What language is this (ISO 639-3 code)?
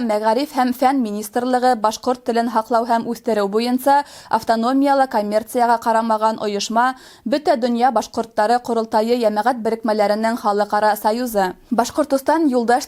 bak